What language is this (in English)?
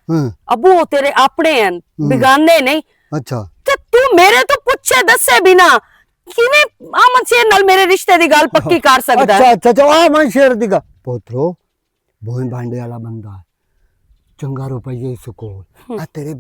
Western Panjabi